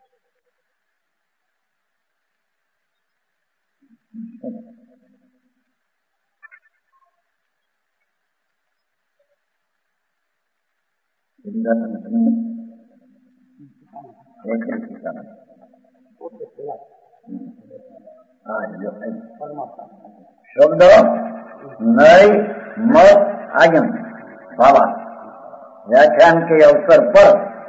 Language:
Gujarati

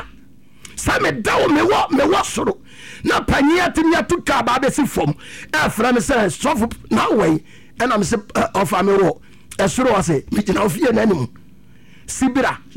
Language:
Akan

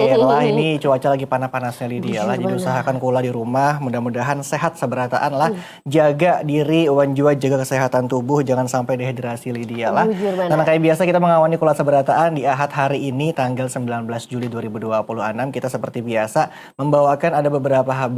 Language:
Banjar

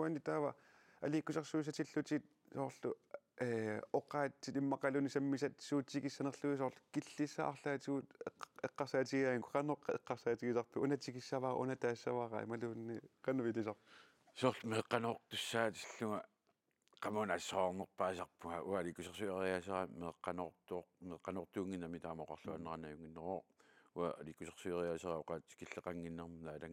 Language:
Kalaallisut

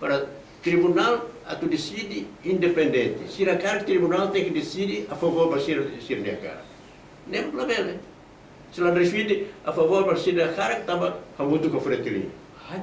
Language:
Tetum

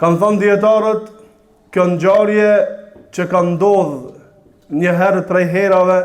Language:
Albanian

